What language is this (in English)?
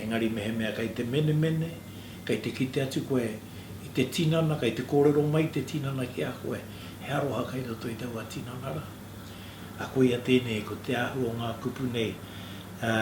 Māori